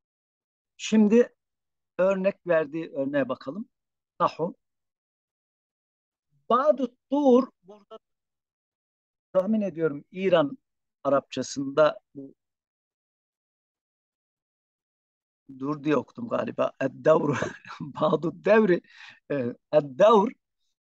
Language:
Turkish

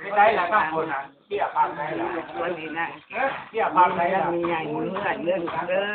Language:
Northeastern Thai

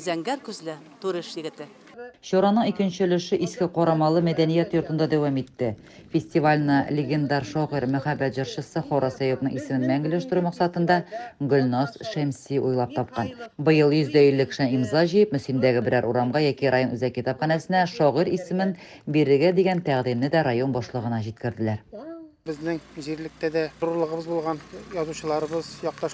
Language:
Tatar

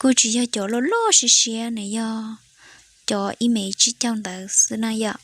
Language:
Hmong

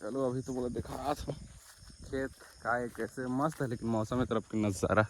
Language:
Chhattisgarhi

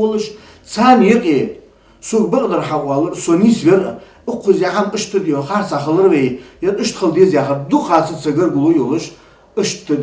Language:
Ingush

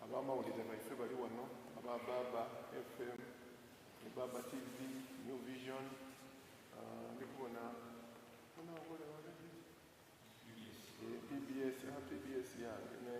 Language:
Soga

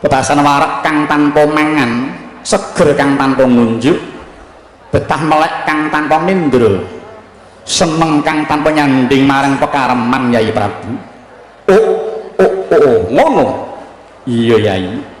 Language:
Javanese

